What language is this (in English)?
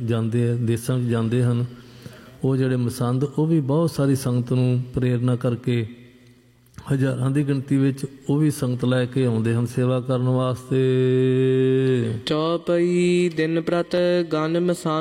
Punjabi